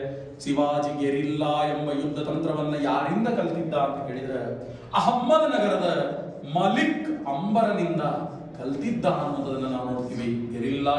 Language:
Kannada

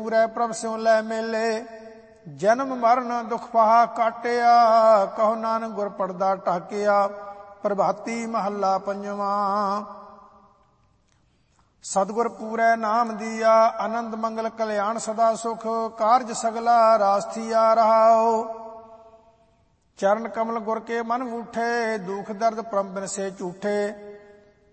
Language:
Punjabi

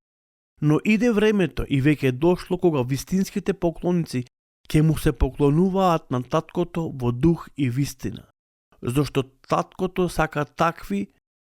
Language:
Macedonian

